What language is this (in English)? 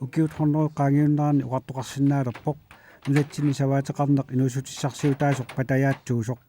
Kalaallisut